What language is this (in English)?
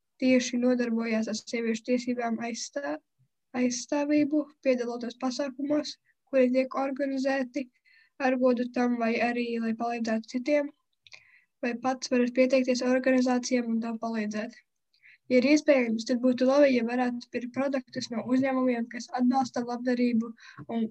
Latvian